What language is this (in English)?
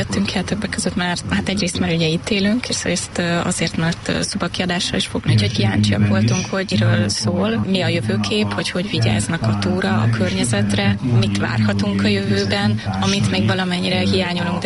Hungarian